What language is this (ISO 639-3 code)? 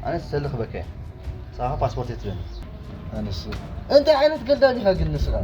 tir